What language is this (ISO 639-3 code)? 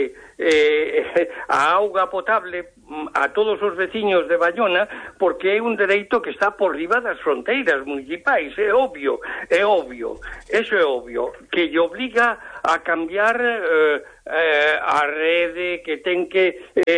glg